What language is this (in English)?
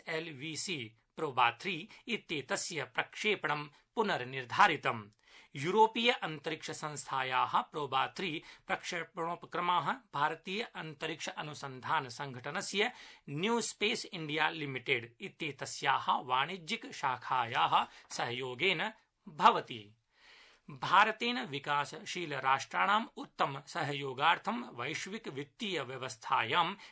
Sanskrit